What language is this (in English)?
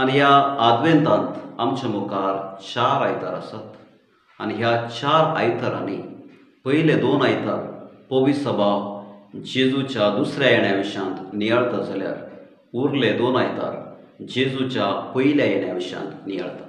Konkani